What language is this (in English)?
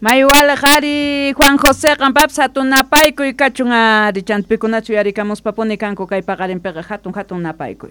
South Bolivian Quechua